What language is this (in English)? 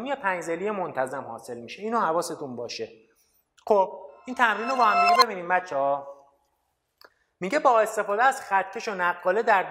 Persian